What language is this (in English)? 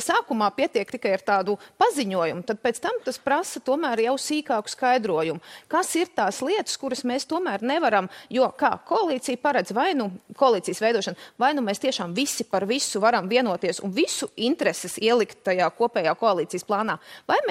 Latvian